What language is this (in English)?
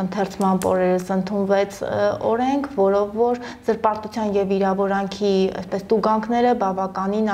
Armenian